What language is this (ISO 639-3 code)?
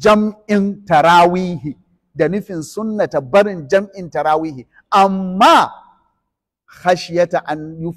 hau